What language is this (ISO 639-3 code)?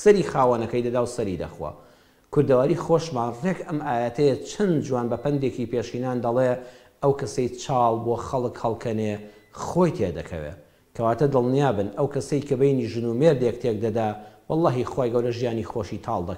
ckb